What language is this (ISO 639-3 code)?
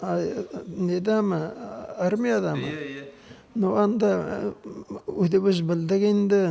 bak